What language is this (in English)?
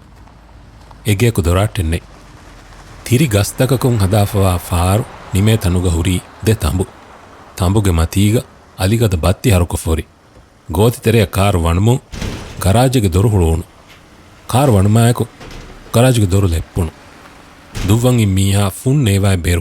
Divehi